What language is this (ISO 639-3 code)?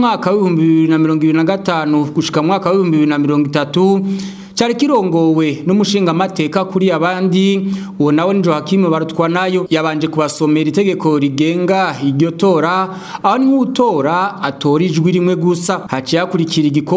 run